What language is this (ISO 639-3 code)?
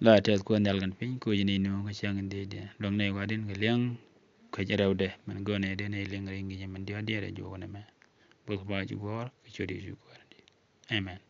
nus